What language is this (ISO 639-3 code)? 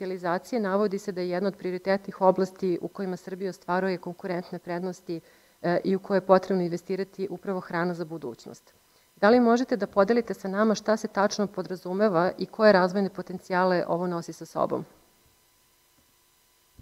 srp